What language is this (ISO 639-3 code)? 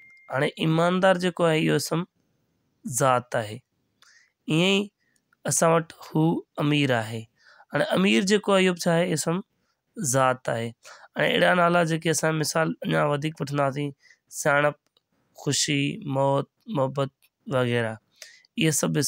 snd